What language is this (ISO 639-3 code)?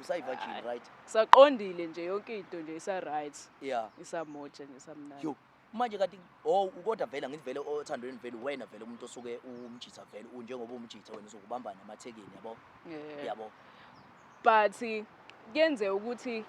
zul